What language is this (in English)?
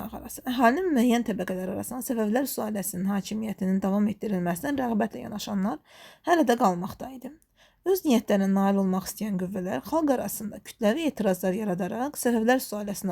Azerbaijani